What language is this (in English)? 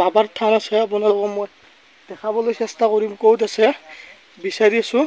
Assamese